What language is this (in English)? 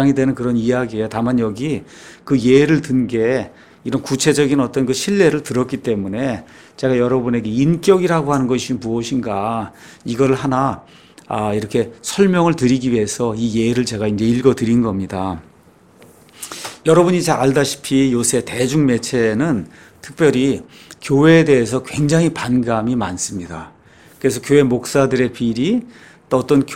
Korean